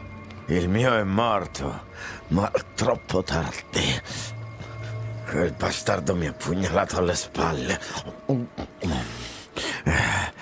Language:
Italian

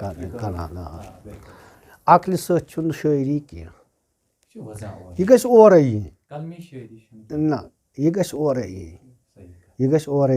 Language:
Kashmiri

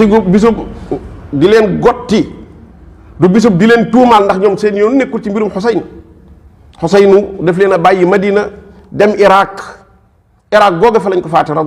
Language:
Wolof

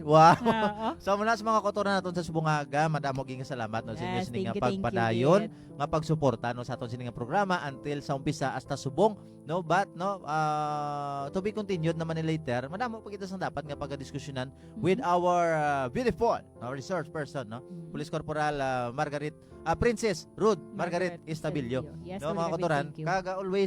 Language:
Hiligaynon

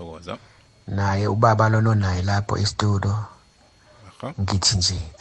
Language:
South Ndebele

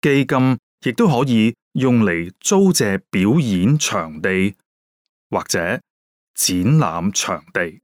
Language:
Cantonese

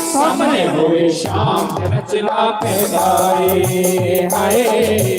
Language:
Dogri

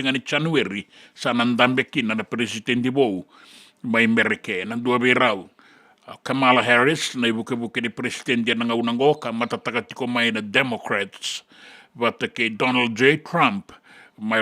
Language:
Fijian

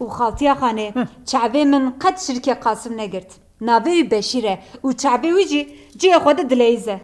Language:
Kurdish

